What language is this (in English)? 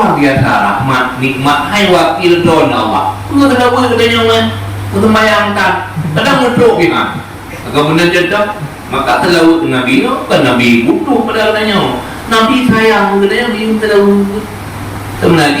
Achinese